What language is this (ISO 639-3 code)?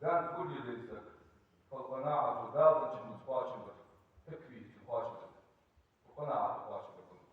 inh